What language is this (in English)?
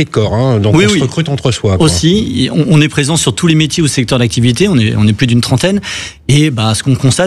French